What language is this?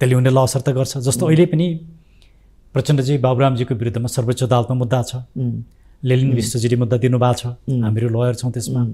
Nepali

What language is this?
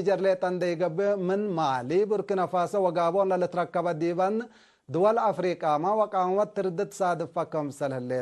Tigre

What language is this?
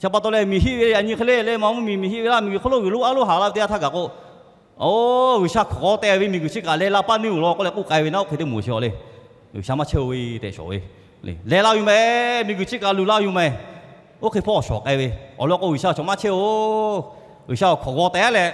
Lahu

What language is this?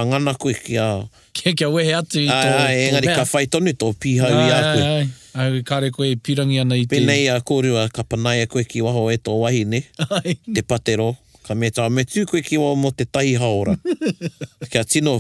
Māori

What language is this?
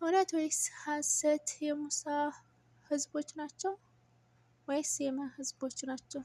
Amharic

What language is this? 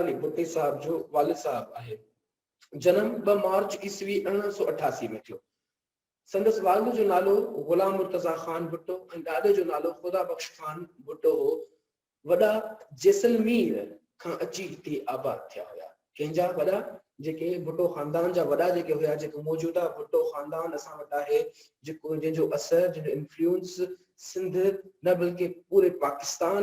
Sindhi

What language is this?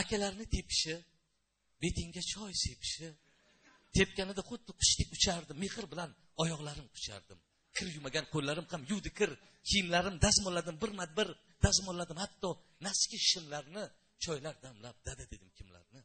Uzbek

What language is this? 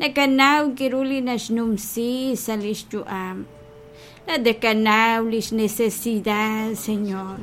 Kekchí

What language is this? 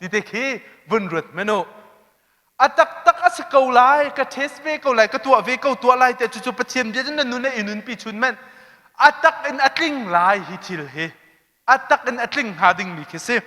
Hakha Chin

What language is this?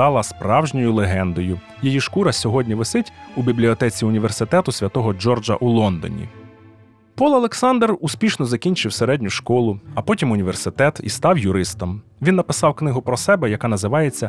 Ukrainian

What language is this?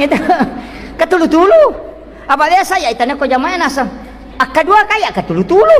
Buginese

